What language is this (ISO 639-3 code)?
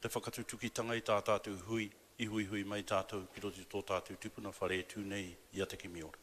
mri